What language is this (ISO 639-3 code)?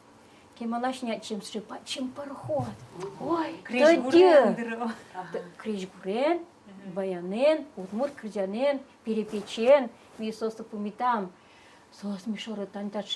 udm